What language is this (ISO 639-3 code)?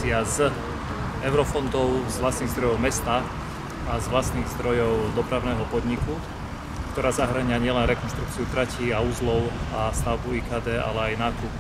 slk